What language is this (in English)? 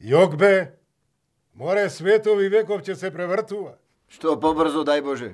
Macedonian